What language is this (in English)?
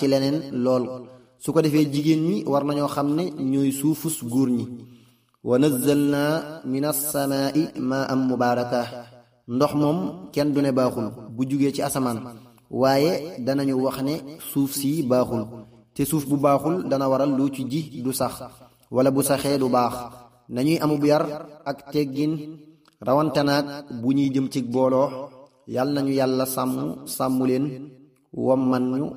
Wolof